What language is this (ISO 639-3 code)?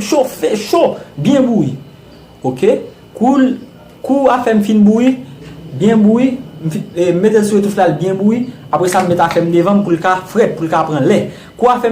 hat